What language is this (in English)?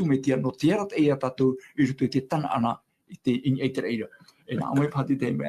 Tahitian